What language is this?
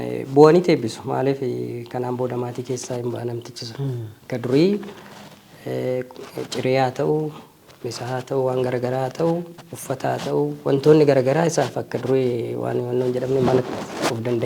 Oromo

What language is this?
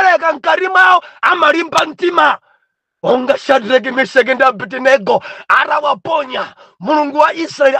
Nyanja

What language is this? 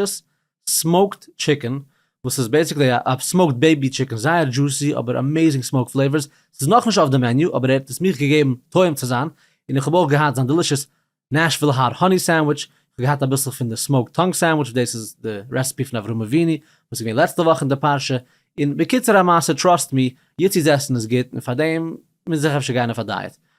Yiddish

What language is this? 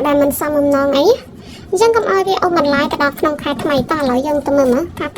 Khmer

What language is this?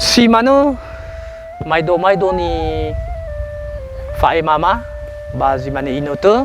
Nias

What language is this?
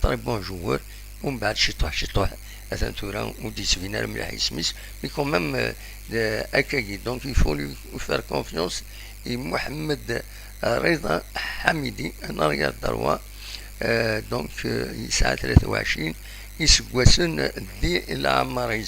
Kabyle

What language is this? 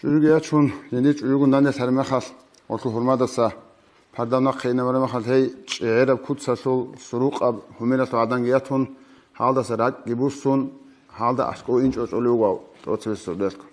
Avaric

